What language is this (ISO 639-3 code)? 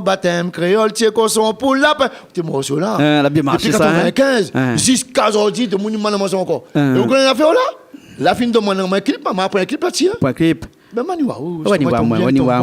rcf